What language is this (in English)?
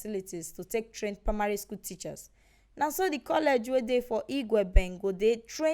Nigerian Pidgin